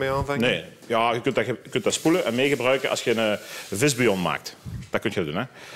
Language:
Dutch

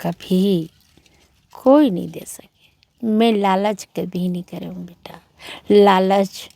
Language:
Chhattisgarhi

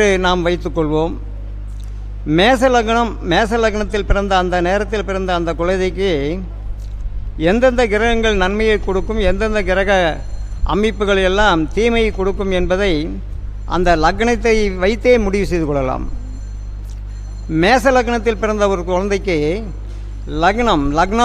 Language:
Tamil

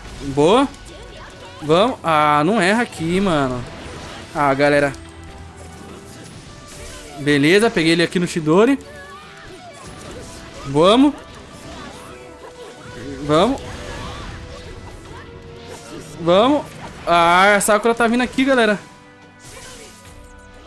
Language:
Portuguese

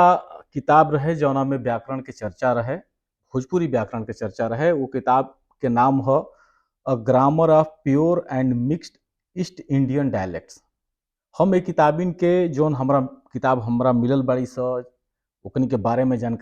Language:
Bhojpuri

